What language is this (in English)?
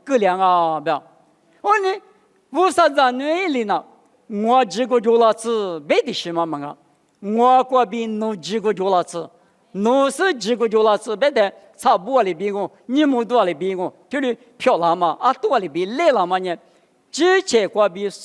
Lisu